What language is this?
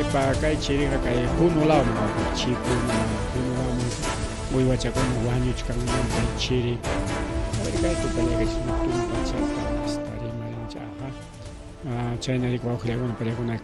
Ayacucho Quechua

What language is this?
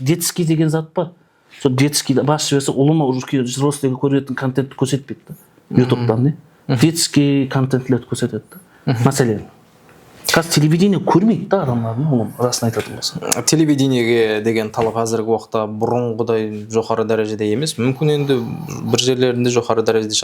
Kara-Kalpak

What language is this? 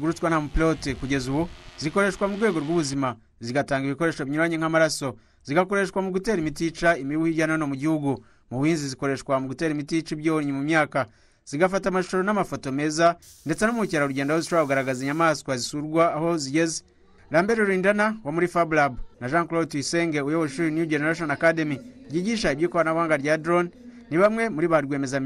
Kinyarwanda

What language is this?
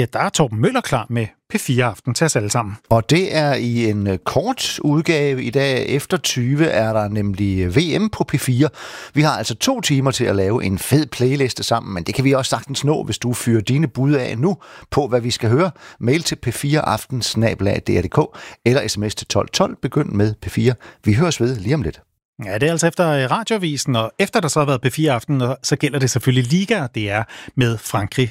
Danish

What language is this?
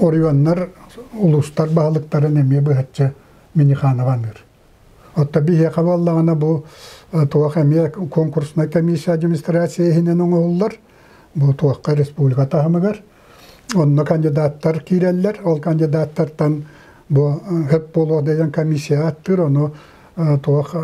Yakut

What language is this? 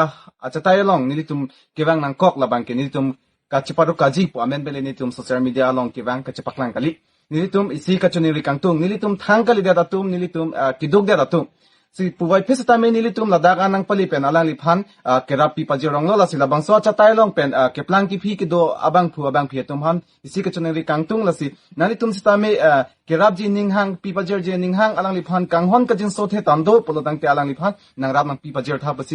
Karbi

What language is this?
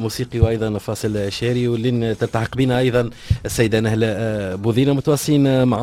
Tunisian Arabic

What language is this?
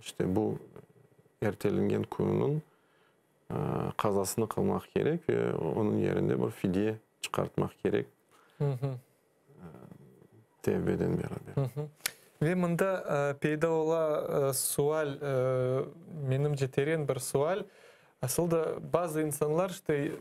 Crimean Tatar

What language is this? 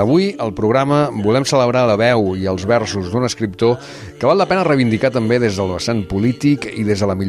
Catalan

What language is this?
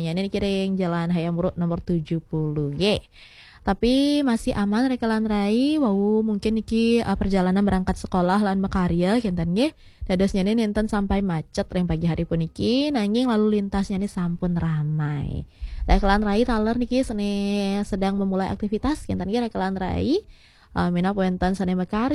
Balinese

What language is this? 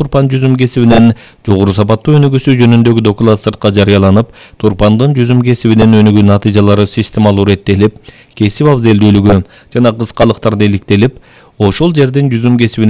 Kyrgyz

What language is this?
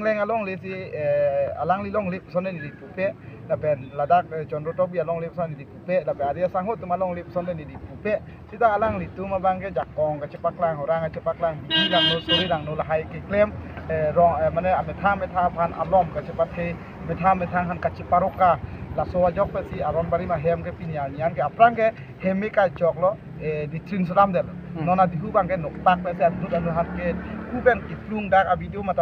Karbi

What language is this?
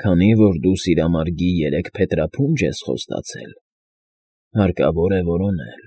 Armenian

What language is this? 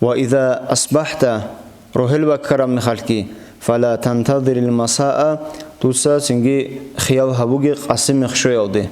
Avaric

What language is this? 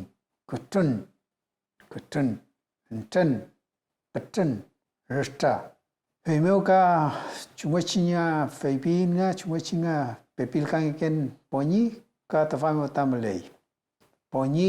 Mapuche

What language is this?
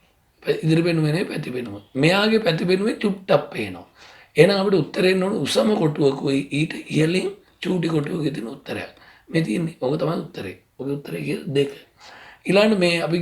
Sinhala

